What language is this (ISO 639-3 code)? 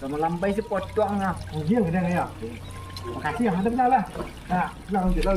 min